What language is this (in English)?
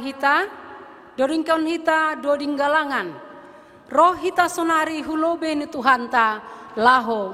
Batak Simalungun